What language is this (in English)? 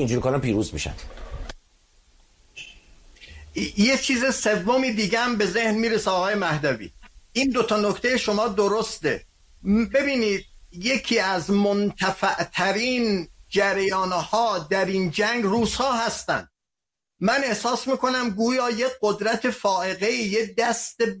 Persian